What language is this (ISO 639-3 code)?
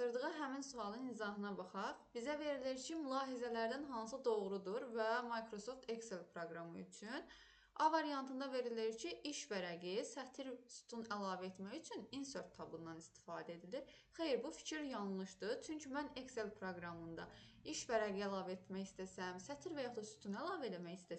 aze